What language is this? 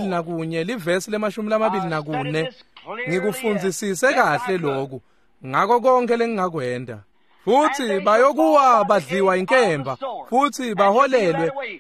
Swati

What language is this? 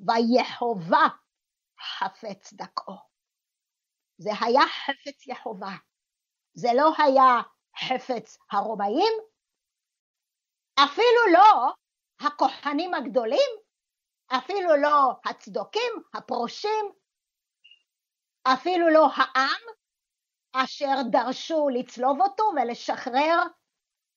Hebrew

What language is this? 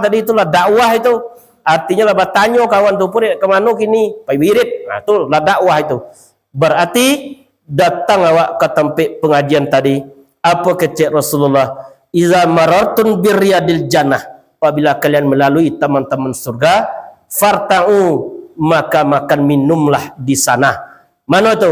Minangkabau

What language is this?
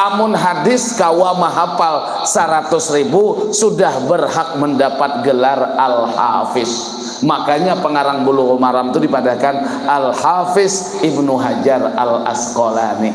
Banjar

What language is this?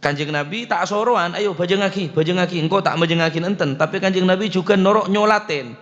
Madurese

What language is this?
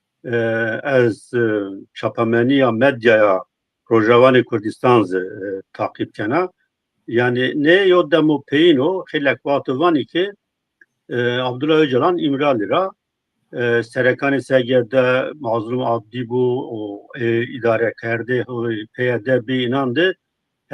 Zaza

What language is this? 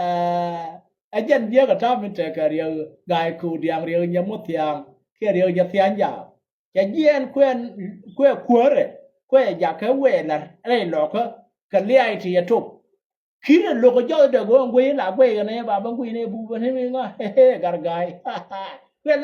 Nuer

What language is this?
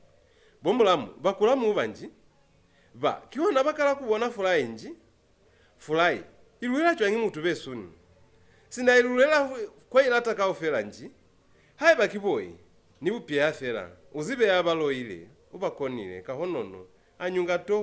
Lozi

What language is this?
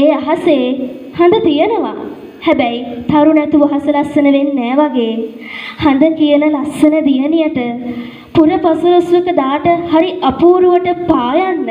Sinhala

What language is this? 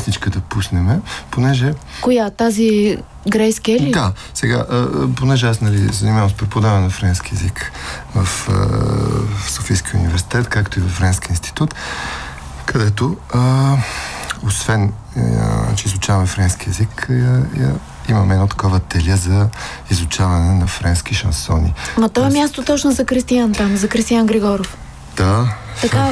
Bulgarian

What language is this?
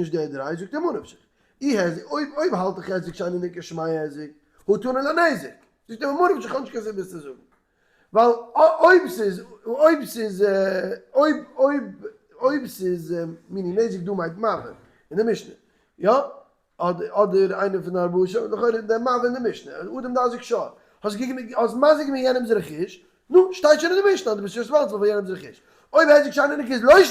Yiddish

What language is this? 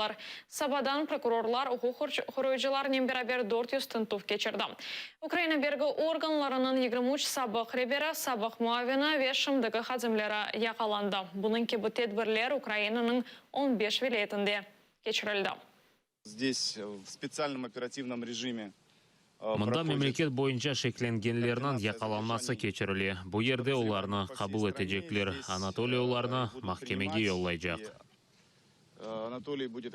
Crimean Tatar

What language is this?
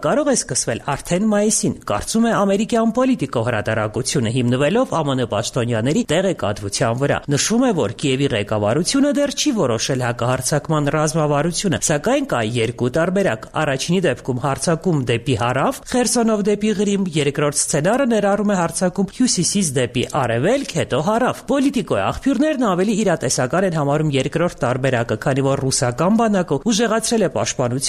Armenian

